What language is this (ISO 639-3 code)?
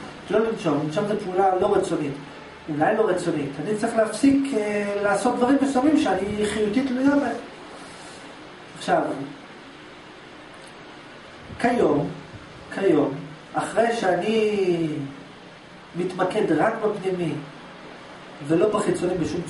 heb